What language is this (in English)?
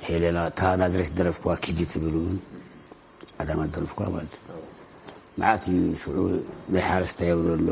Tigrinya